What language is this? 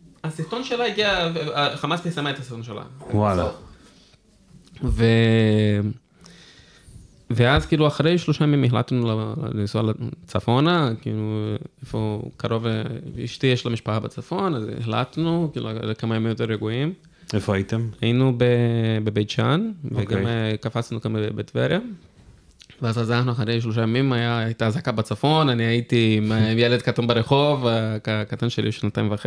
Hebrew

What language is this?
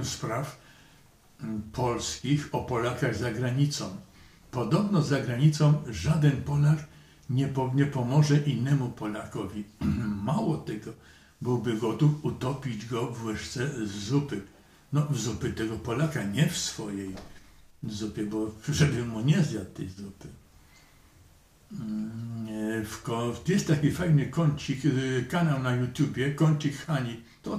Polish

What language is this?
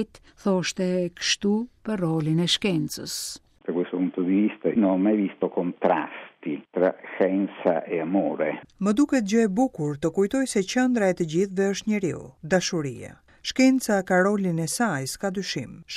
Albanian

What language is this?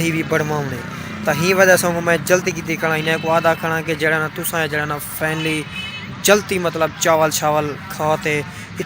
Saraiki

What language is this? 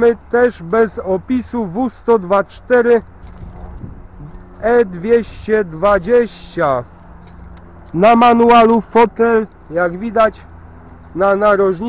Polish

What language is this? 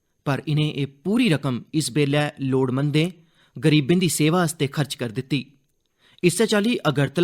Dogri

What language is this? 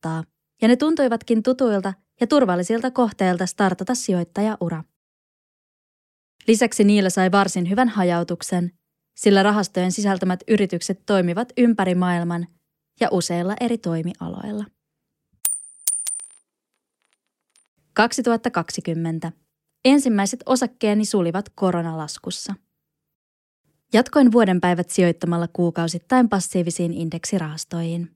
Finnish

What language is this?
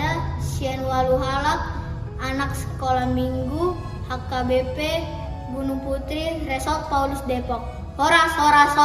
Batak Toba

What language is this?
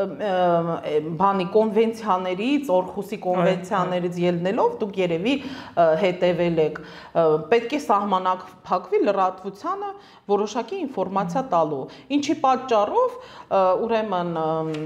Armenian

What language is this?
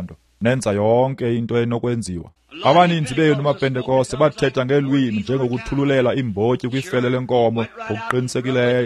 Xhosa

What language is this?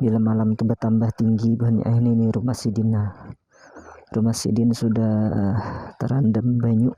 Banjar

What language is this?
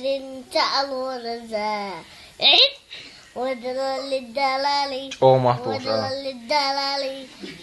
Mi'kmaw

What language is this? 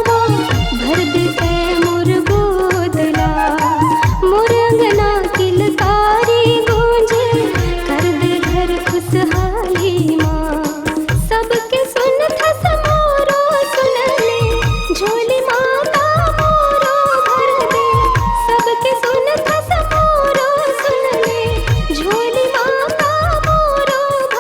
Chhattisgarhi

